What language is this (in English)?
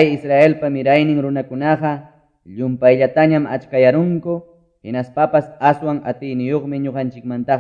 Quechua